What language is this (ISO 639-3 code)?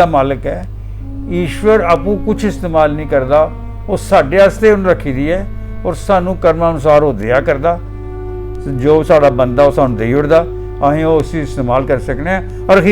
doi